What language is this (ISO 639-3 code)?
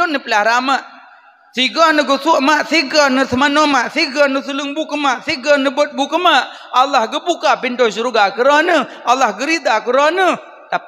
ace